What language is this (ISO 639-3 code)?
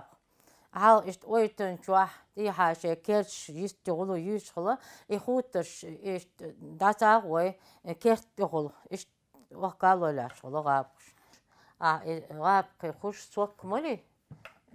che